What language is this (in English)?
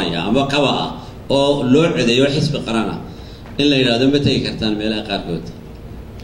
Somali